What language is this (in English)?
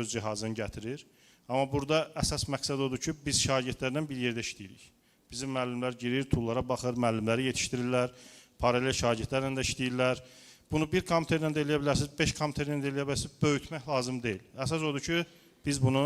Azerbaijani